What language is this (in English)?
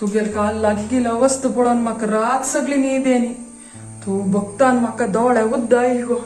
Konkani